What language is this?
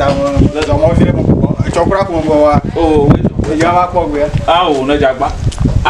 Ewe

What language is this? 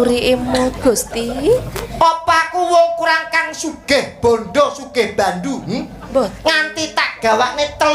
Javanese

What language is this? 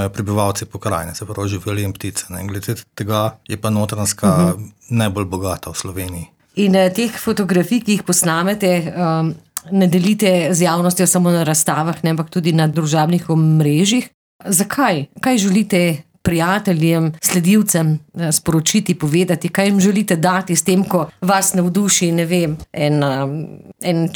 Slovenian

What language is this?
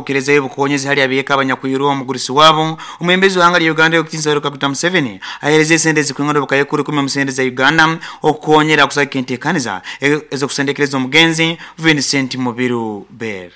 Nyoro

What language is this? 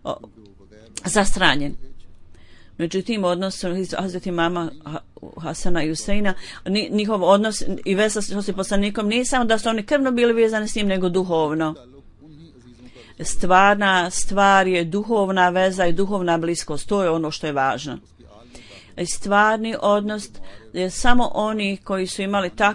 Bosnian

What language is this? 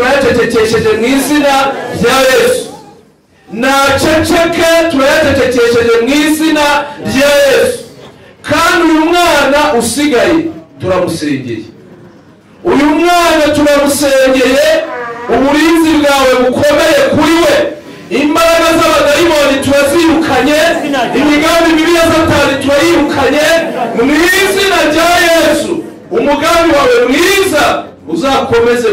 Kinyarwanda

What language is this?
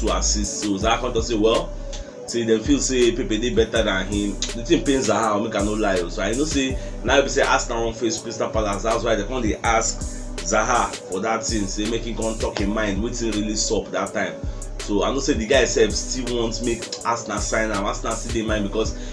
Nigerian Pidgin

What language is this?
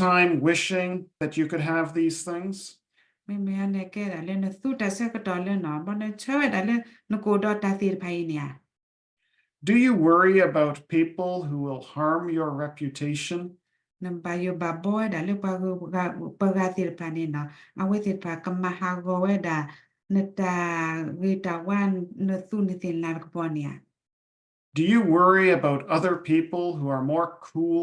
S'gaw Karen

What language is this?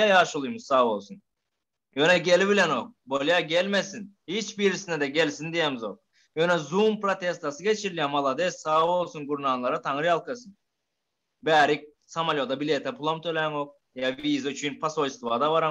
Turkmen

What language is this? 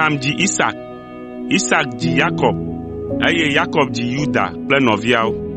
Ewe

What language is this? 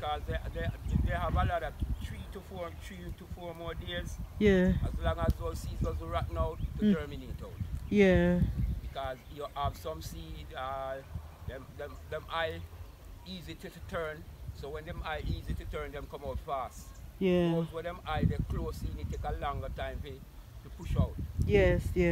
Jamaican Creole English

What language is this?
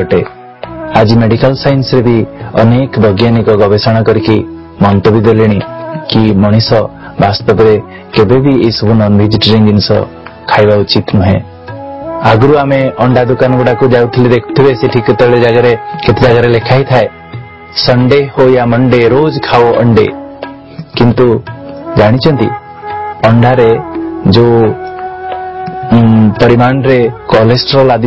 Odia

